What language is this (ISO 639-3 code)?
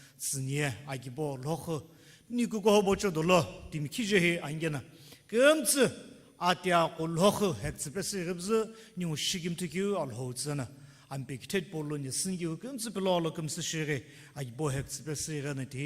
nsm